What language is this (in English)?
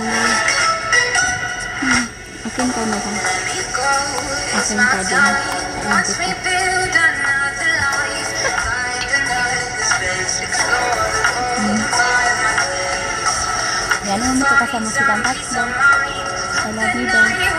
Filipino